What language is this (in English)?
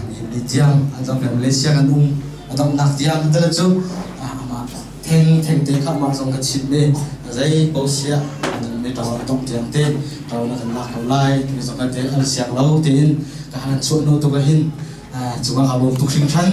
Hakha Chin